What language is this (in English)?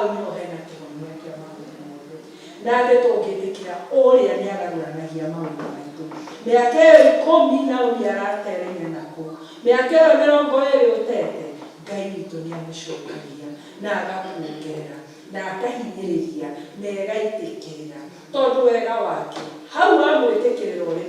Kikuyu